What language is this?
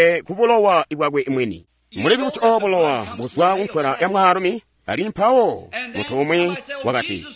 Tonga (Zambia)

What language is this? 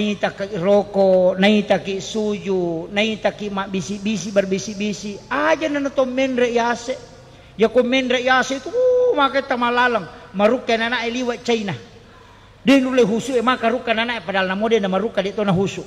Buginese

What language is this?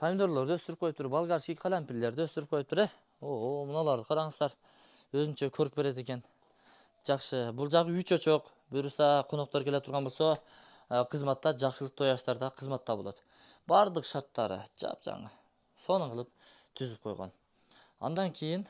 Kyrgyz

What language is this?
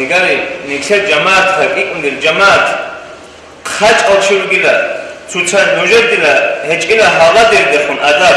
Avaric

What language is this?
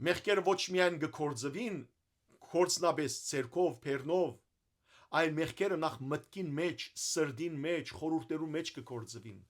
Western Armenian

